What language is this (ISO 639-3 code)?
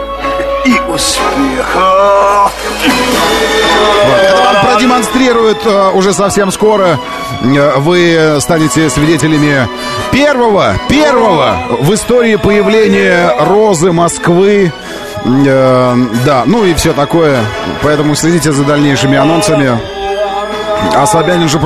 rus